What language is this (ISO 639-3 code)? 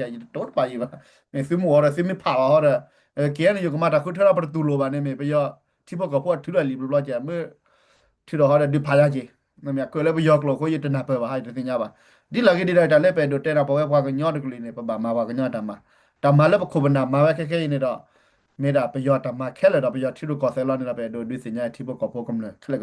ksw